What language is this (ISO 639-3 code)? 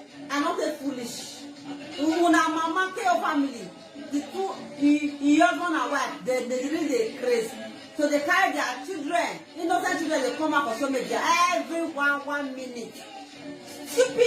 pcm